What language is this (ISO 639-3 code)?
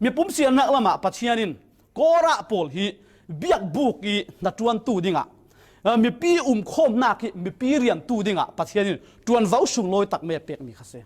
cfm